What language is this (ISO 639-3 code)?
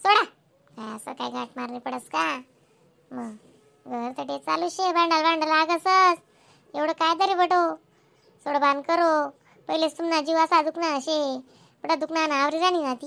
khn